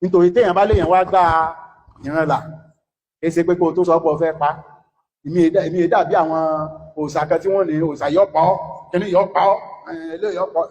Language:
Yoruba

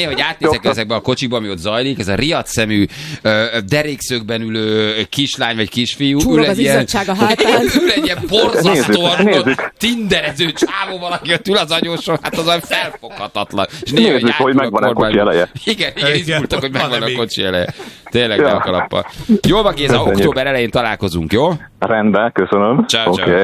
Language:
Hungarian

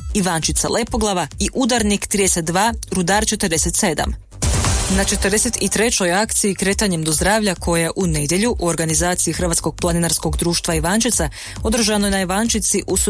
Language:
Croatian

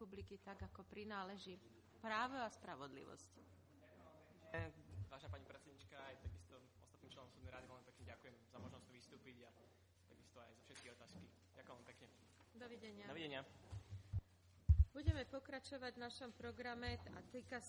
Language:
Slovak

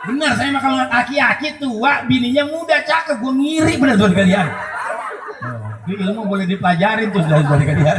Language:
Betawi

